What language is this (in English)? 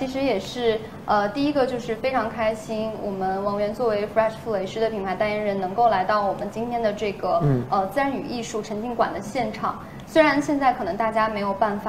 Chinese